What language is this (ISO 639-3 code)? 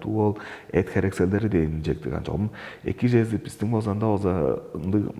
tyv